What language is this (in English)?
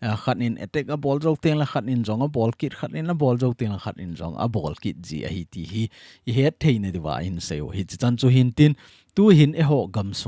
Thado Chin